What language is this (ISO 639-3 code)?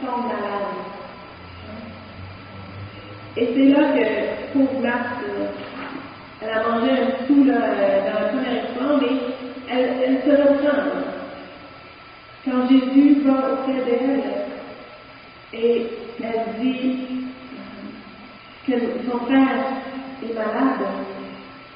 fra